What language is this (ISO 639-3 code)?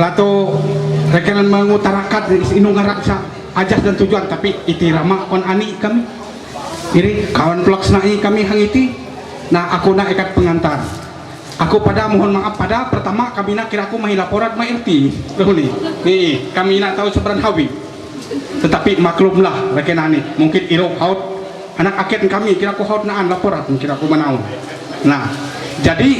mhy